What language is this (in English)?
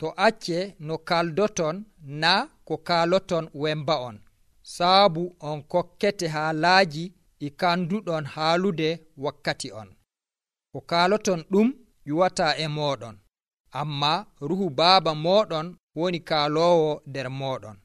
Nigerian Fulfulde